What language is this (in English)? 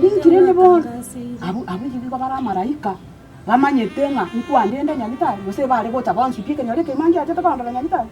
Gusii